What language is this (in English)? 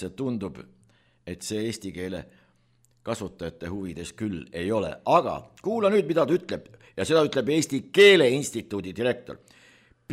Estonian